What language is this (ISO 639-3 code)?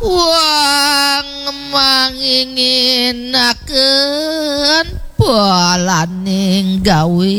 ban